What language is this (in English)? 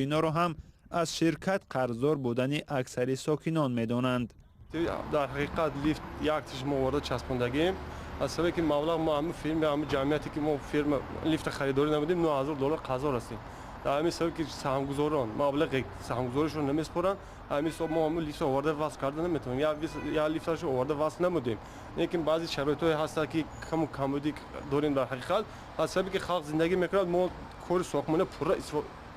Tajik